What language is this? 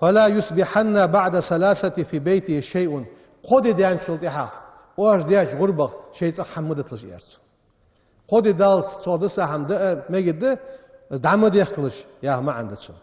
Ingush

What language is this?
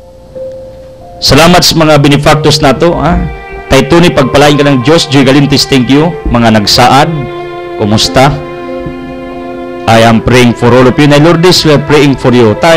Cebuano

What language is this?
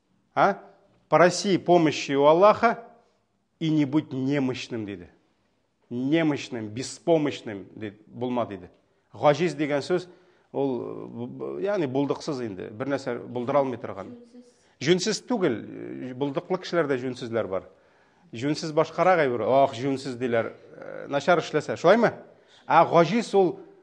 Tatar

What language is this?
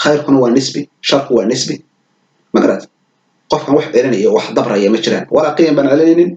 Somali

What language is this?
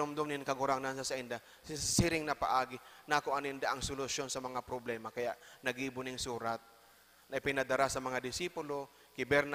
Bikol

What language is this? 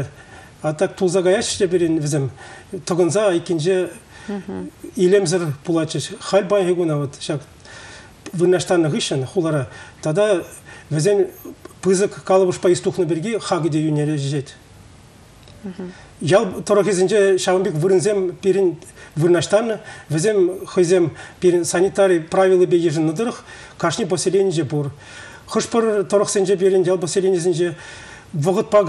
Chuvash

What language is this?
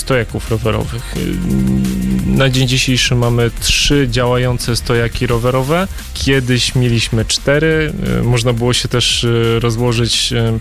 Polish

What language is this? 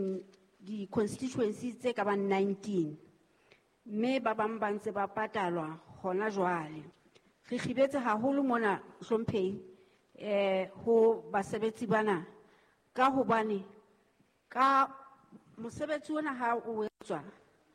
Southern Sotho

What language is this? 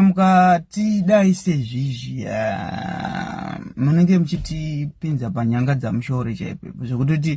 Shona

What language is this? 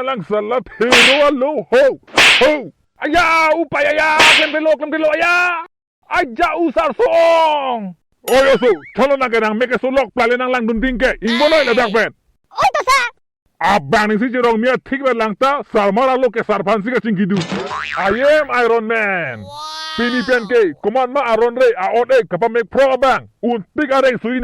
Karbi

